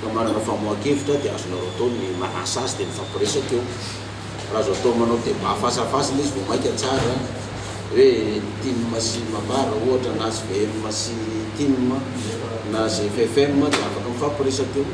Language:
Malagasy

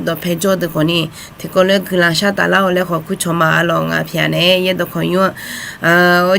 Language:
Akha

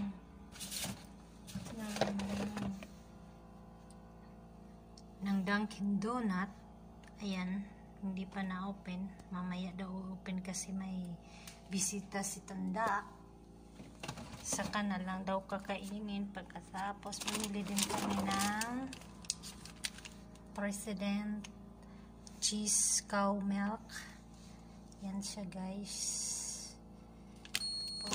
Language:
Filipino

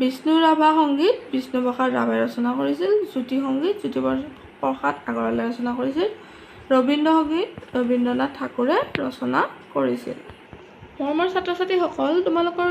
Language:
Assamese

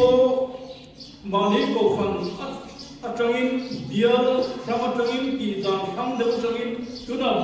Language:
Mizo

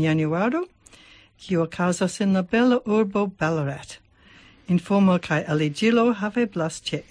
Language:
Esperanto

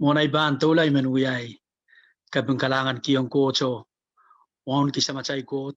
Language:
Pohnpeian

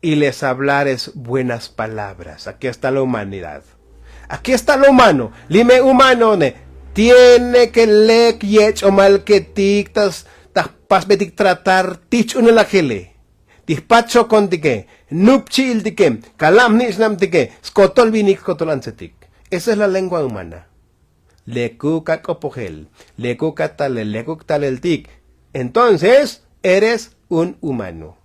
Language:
Tzotzil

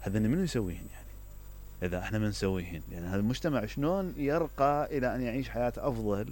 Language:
Mesopotamian Arabic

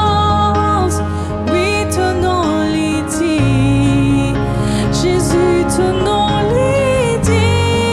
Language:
Morisyen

